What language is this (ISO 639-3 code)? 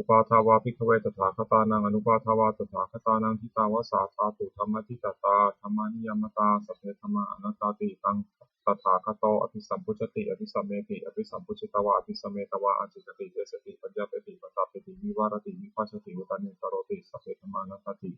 pli